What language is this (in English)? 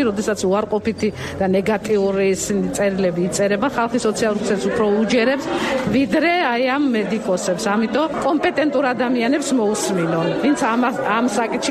Georgian